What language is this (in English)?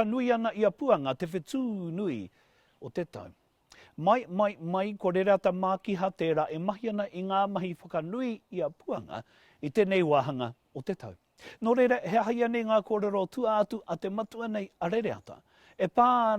Māori